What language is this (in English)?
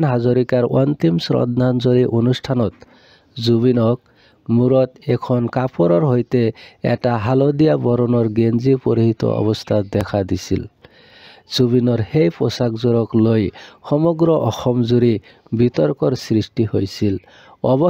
Assamese